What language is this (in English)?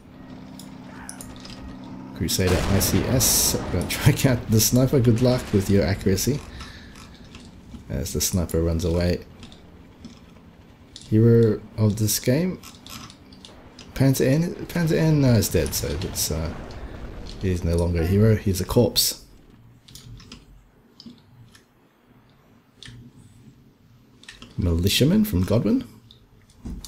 English